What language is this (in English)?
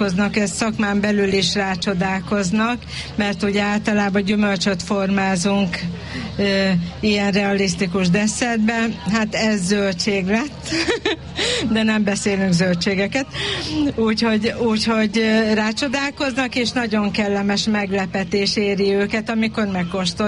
Hungarian